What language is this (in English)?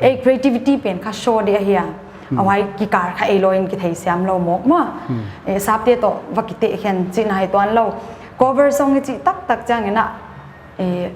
Paite Chin